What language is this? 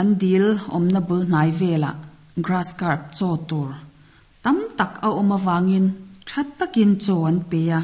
Mizo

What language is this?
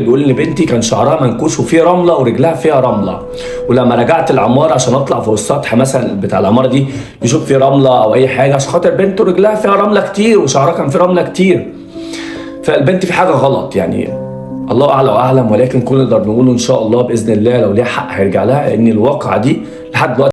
Egyptian Arabic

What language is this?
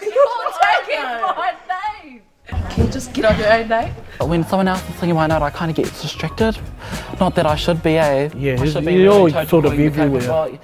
Māori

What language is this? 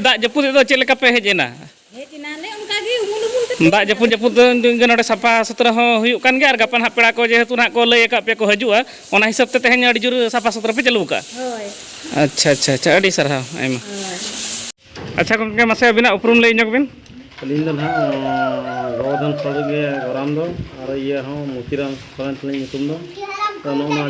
Santali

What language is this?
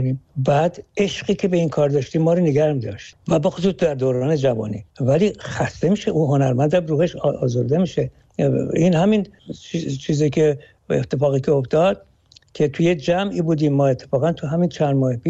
Persian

